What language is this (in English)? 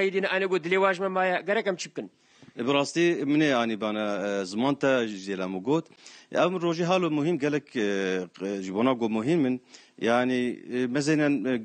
Kurdish